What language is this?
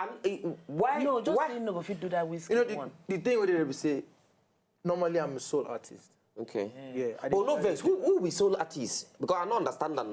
Nigerian Pidgin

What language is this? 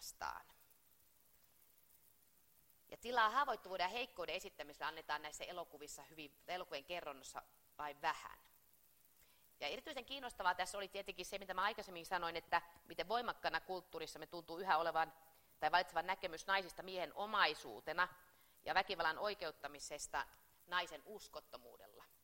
Finnish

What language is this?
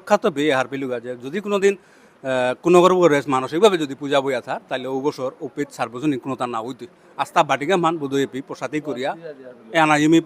Bishnupriya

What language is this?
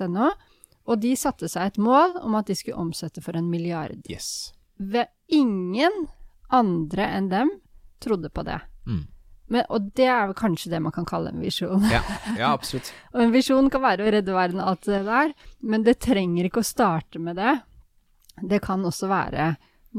Norwegian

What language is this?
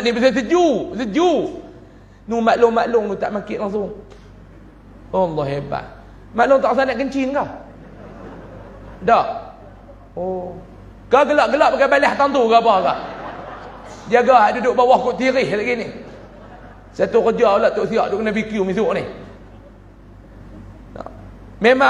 Malay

